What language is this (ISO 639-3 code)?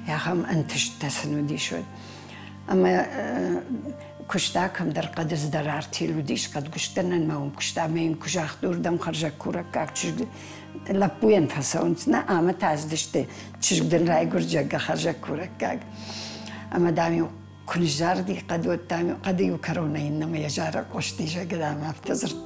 oss